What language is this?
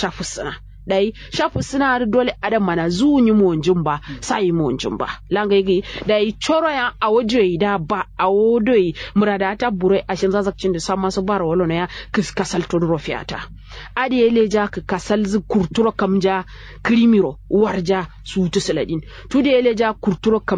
Kanuri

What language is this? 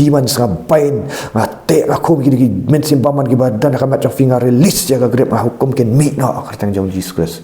Khasi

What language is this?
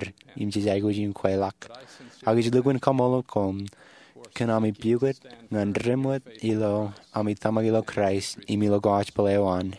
Marshallese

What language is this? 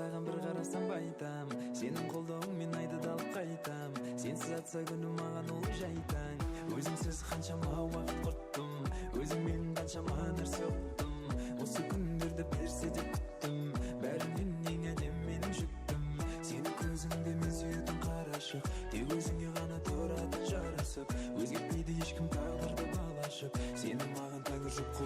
Kara-Kalpak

